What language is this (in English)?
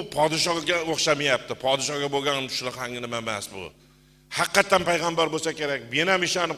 Uzbek